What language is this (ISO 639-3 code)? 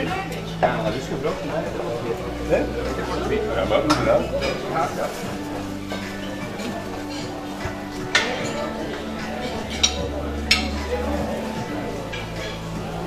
nld